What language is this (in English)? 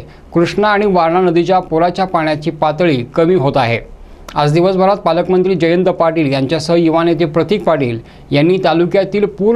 Marathi